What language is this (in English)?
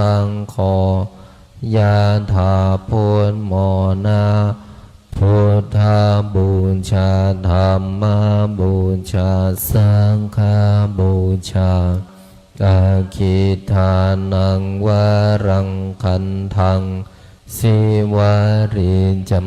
Pali